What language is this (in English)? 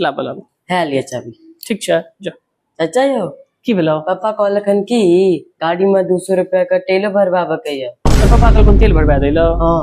Maithili